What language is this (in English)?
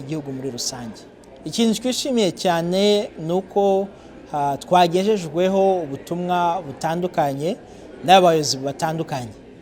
Kinyarwanda